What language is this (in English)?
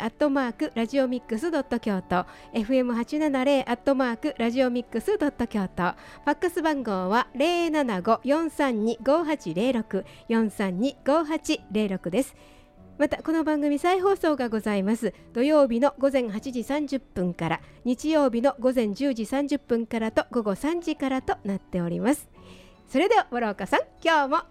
Japanese